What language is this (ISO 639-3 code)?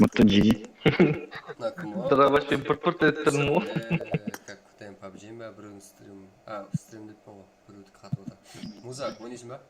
kaa